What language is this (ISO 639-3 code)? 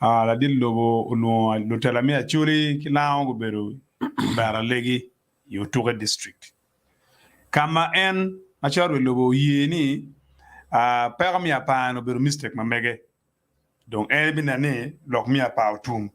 ach